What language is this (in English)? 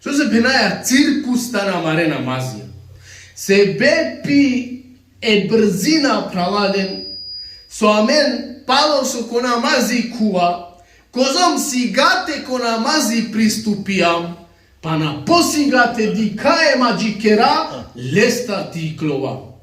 Balkan Romani